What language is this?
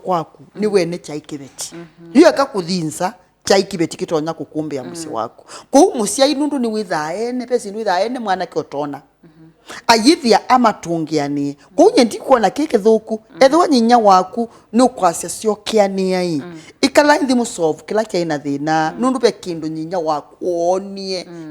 Kamba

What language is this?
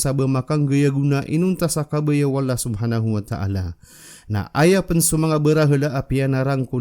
Maranao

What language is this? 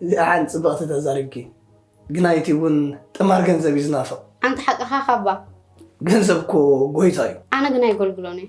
Tigrinya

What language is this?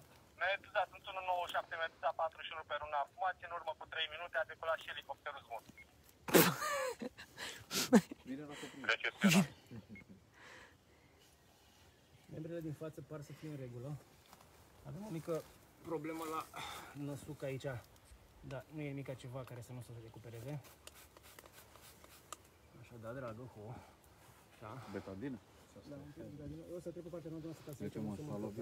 Romanian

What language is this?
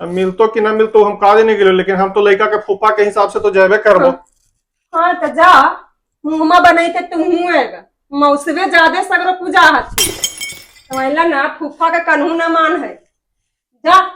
Magahi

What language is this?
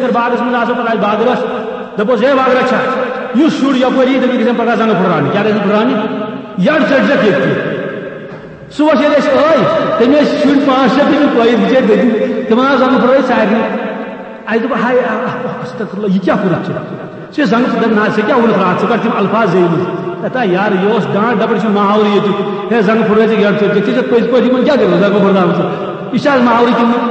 Kashmiri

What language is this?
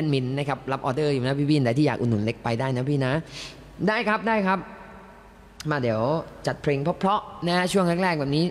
Thai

